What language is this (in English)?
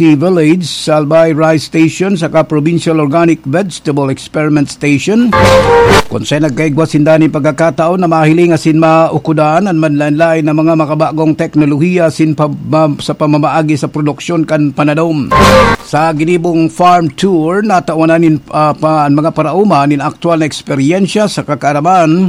Bikol